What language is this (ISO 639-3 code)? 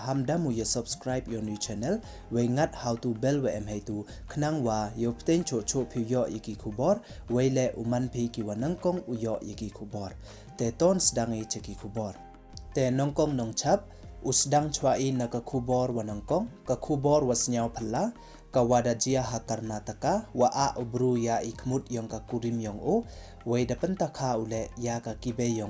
pbv